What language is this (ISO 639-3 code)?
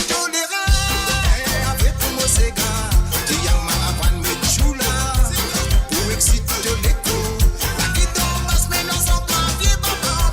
mfe